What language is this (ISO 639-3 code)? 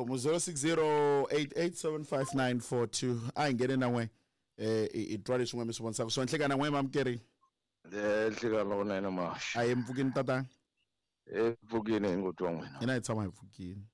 tso